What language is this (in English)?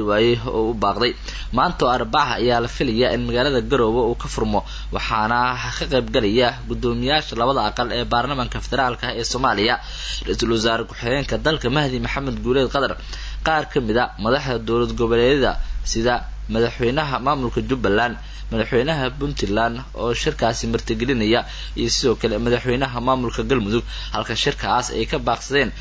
Somali